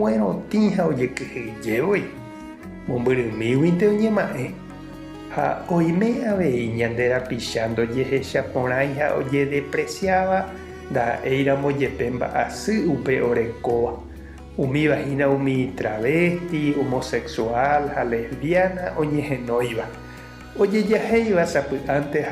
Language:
Guarani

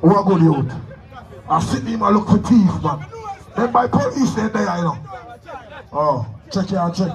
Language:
Jamaican Creole English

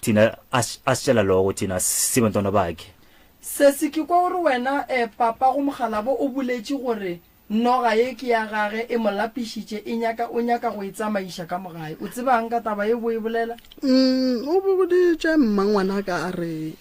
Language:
Northern Sotho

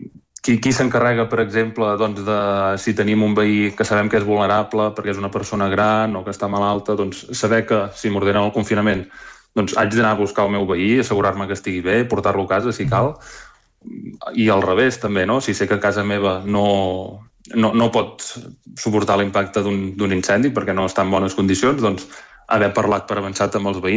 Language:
Catalan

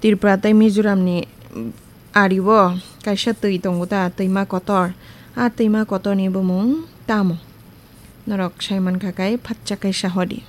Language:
Kok Borok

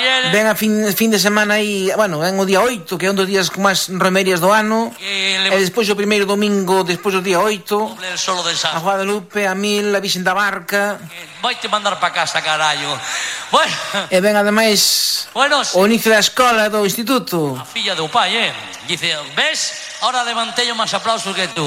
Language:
Galician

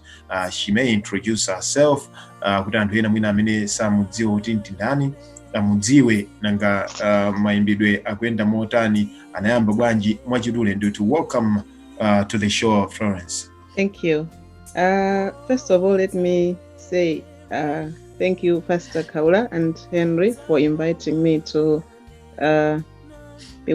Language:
Nyanja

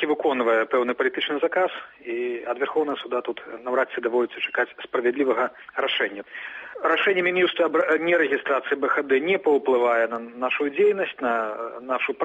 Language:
Belarusian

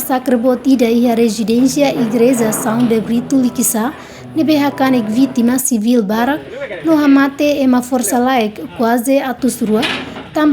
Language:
Tetum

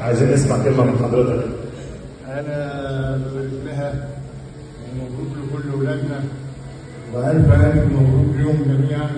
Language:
Egyptian Arabic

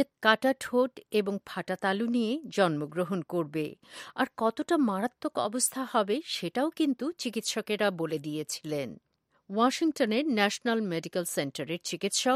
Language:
Bangla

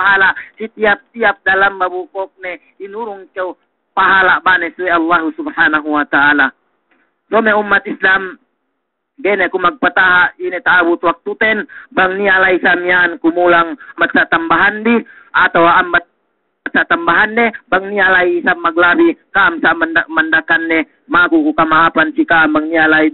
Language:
Yakan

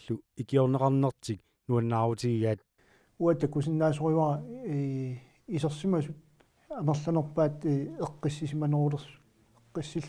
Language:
Kalaallisut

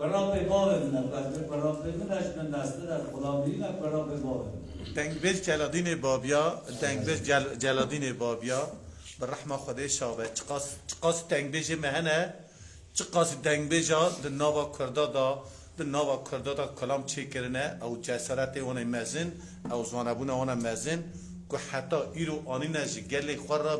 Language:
Kurdish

